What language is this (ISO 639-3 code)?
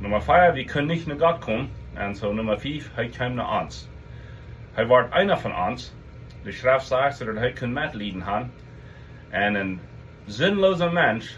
pdt